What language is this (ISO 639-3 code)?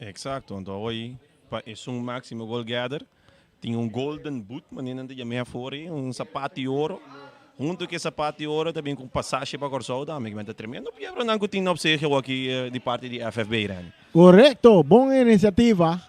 pap